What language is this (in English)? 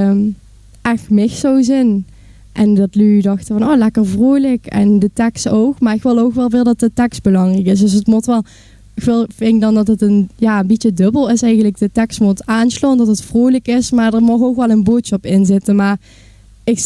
Limburgish